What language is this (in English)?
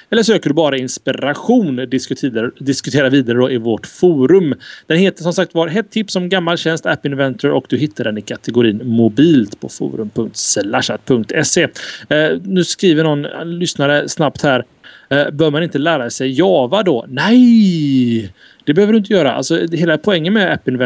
Swedish